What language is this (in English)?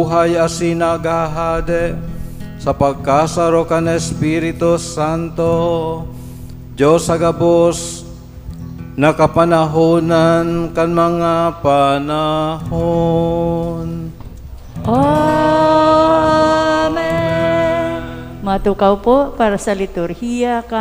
Bikol